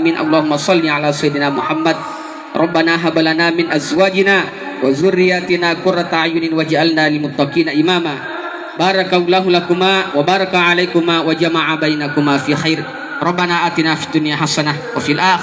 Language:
Buginese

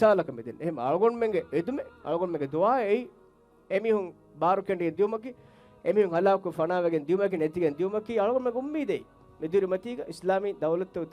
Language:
Divehi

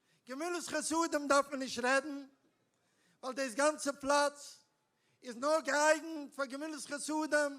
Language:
Yiddish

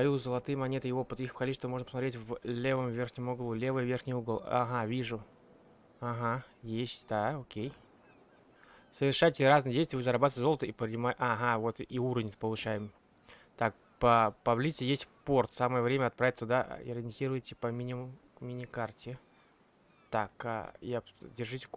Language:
Russian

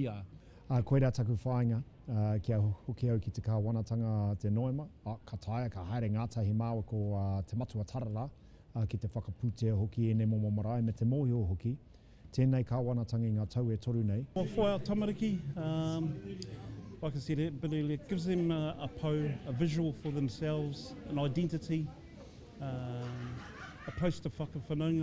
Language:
Māori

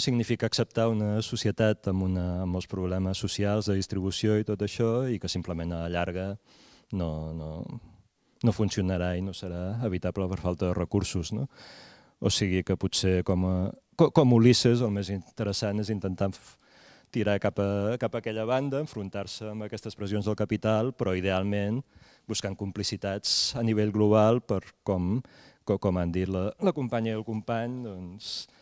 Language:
Catalan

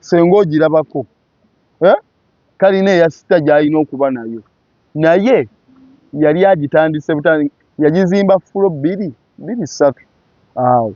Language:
Ganda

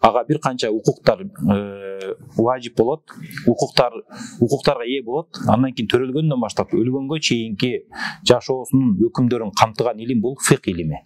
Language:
Kyrgyz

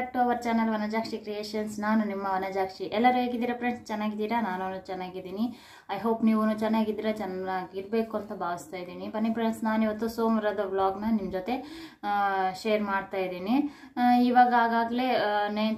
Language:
Kannada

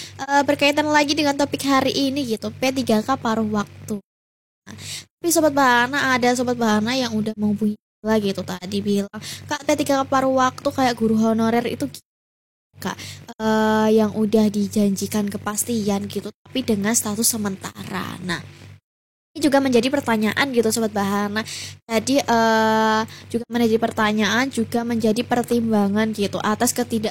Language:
Indonesian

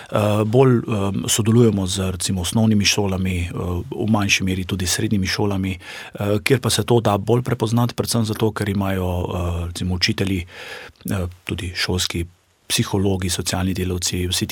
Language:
Slovenian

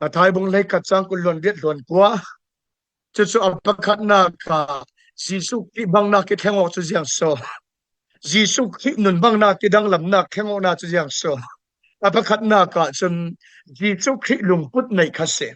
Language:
Falam Chin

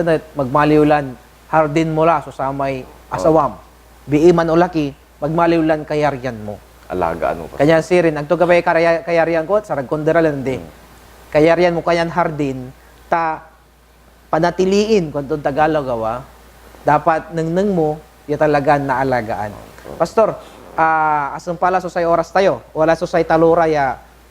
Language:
Pangasinan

